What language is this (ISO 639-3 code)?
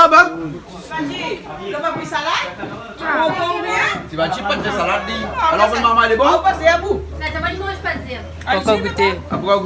rcf